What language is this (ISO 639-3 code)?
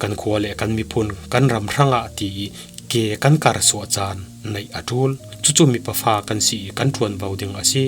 cfm